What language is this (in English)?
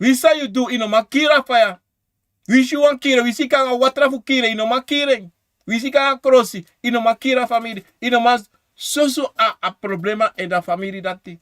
Sranan Tongo